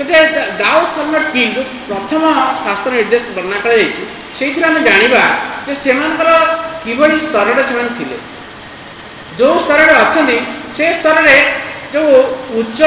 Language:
Odia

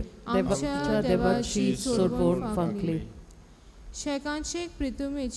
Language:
Konkani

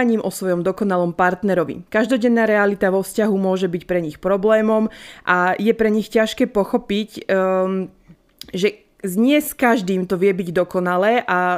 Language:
Slovak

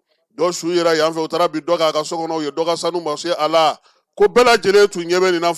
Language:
Bambara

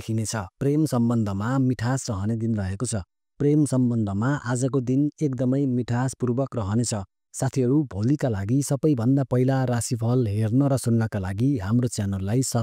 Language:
Nepali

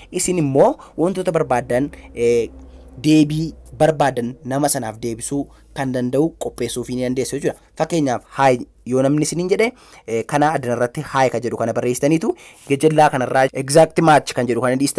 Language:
Oromo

